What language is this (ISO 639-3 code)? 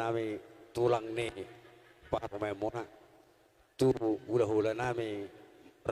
bbc